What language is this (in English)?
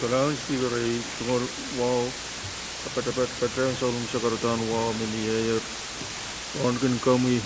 Pohnpeian